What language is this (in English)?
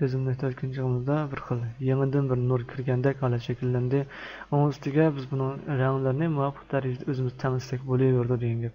Uyghur